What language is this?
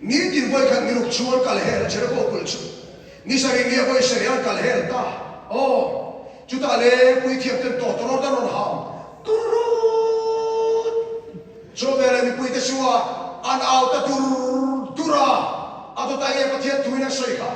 Mizo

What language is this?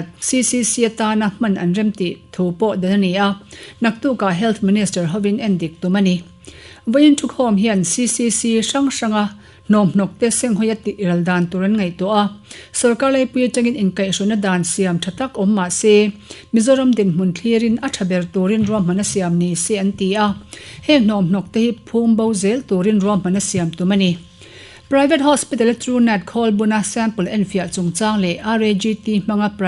Mizo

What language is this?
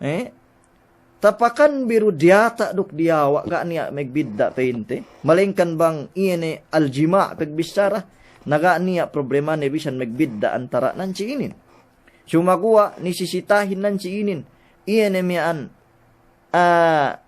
Yakan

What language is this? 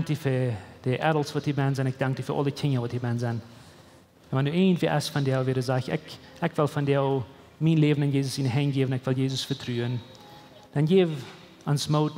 Plautdietsch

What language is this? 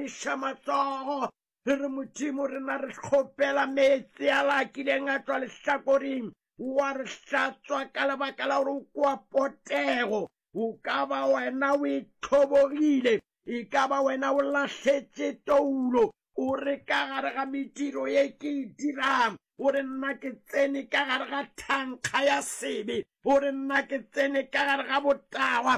Northern Sotho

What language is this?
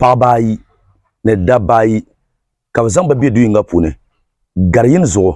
Dagbani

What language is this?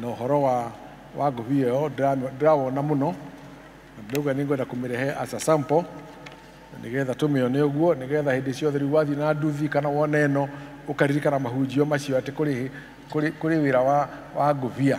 Kikuyu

